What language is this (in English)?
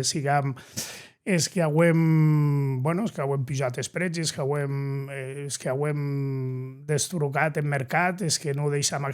Occitan